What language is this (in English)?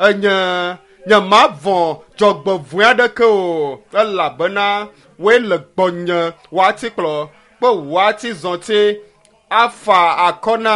Ewe